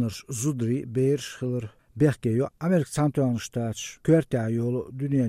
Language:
Latvian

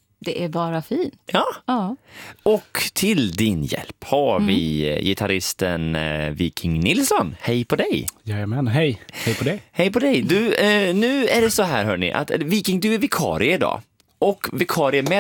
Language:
Swedish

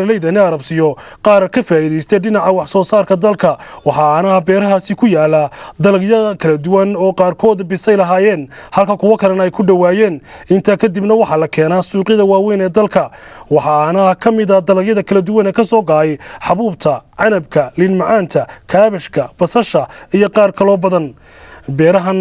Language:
Somali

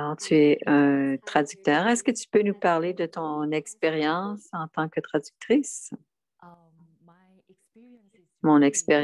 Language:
French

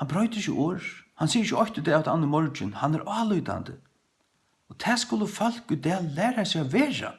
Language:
Faroese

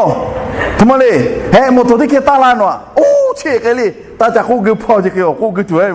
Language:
Lahu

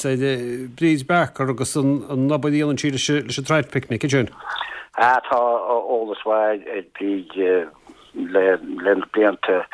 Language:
Irish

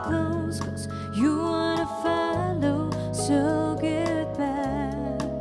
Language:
Kazakh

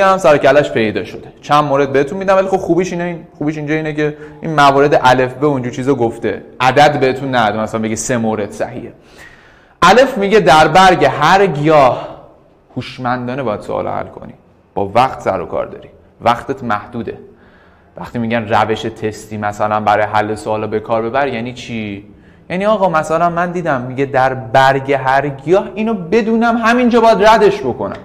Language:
Persian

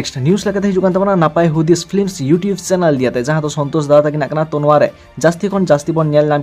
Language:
Santali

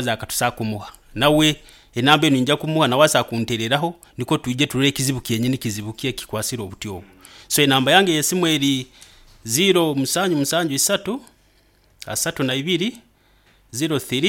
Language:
Nyankole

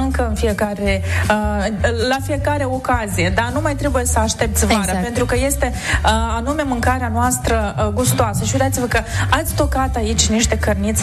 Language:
Romanian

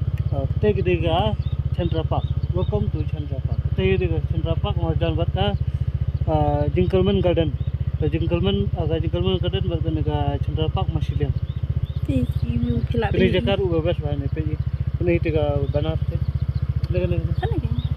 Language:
Khasi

